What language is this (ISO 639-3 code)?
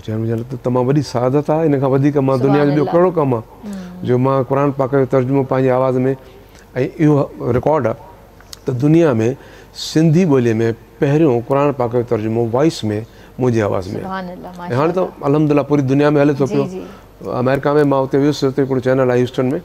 snd